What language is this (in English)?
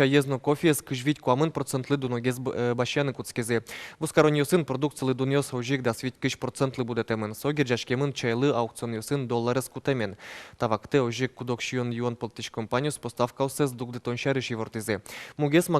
Udmurt